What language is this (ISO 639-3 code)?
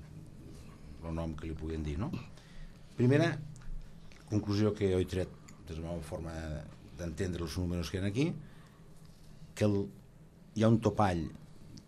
cat